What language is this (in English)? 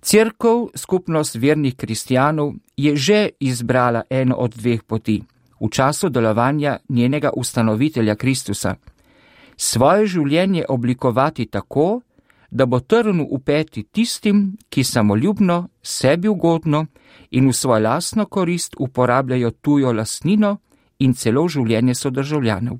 Slovenian